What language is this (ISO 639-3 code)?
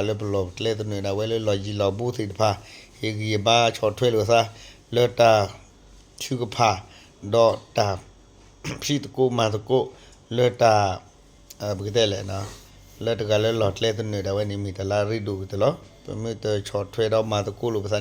ksw